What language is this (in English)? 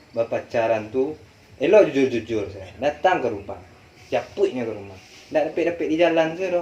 Minangkabau